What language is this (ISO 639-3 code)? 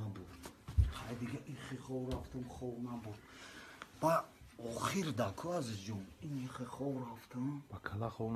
tgk